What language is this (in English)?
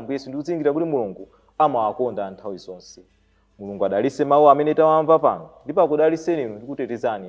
Nyanja